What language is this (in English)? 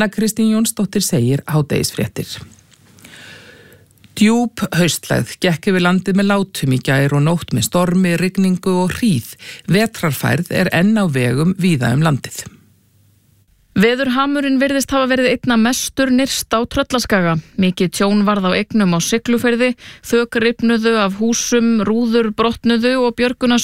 Icelandic